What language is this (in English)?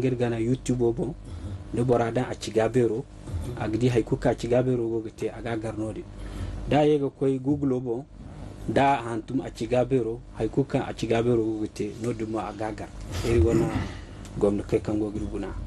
Zarma